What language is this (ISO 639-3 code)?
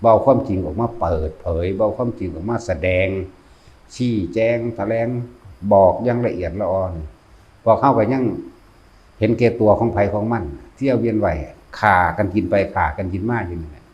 tts